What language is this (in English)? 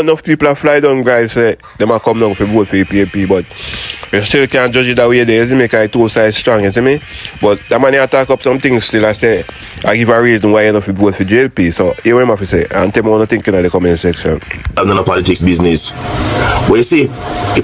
Jamaican Creole English